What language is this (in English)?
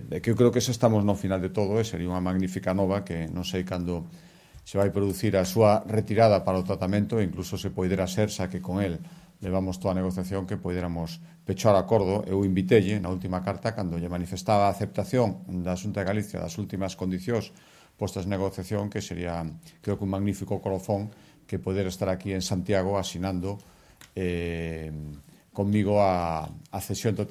Galician